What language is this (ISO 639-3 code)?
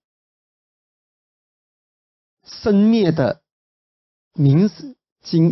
zho